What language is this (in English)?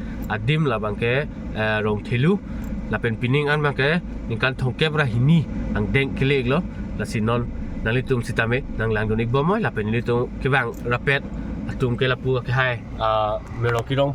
Karbi